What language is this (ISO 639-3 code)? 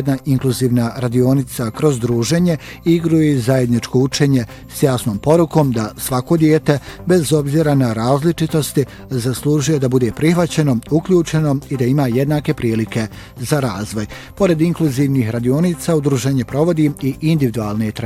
bos